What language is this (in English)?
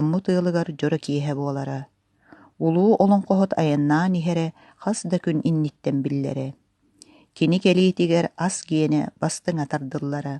Yakut